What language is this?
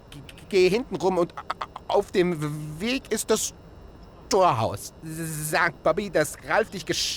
Bavarian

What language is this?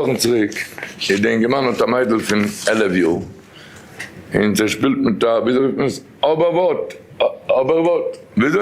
Yiddish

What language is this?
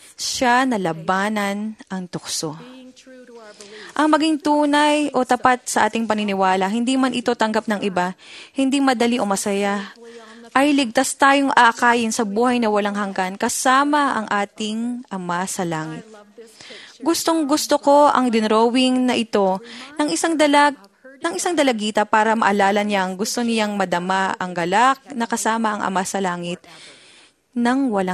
Filipino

